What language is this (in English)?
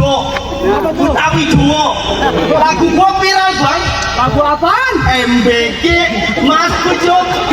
Betawi